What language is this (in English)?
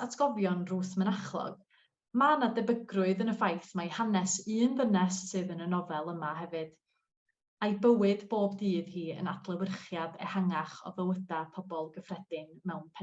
Welsh